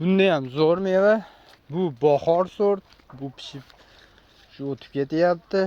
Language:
Uzbek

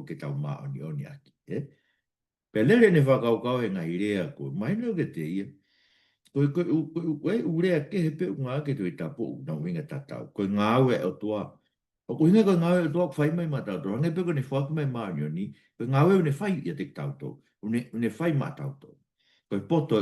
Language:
Tongan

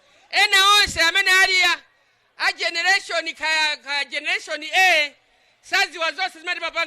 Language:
Nyanja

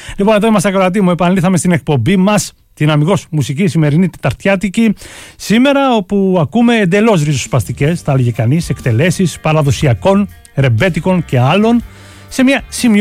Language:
Greek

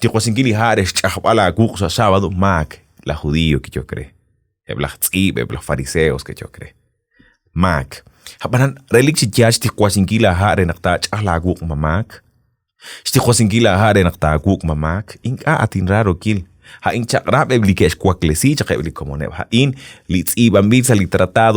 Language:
Kekchí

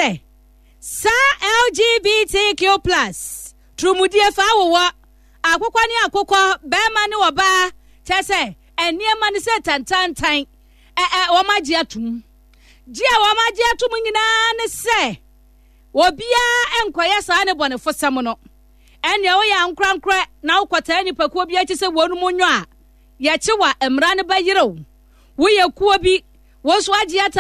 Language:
Akan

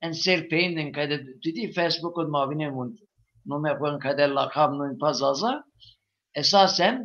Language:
Zaza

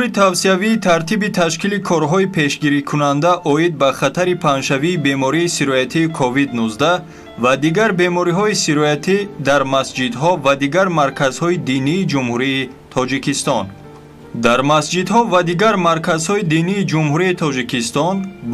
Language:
Tajik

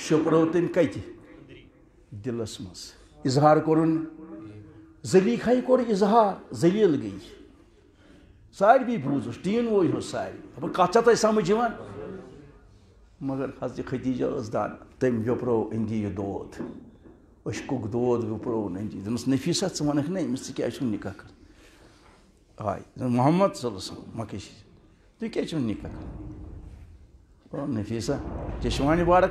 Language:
Kashmiri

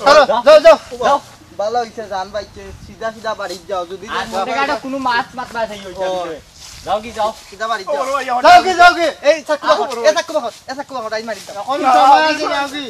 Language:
Sylheti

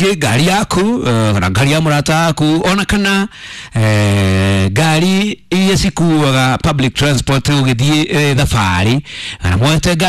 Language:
Kikuyu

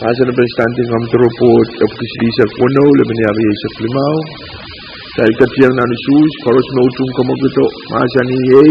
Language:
Pohnpeian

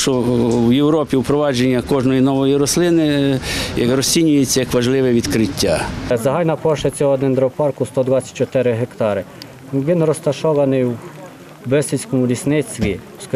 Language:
Ukrainian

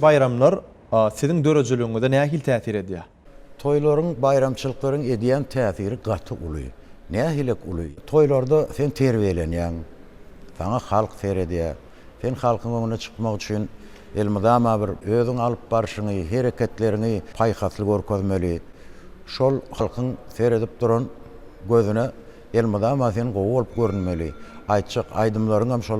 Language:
Turkmen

